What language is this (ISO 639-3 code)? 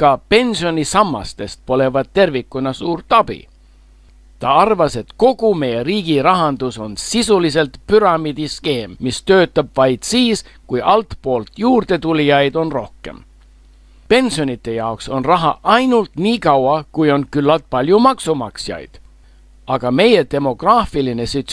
est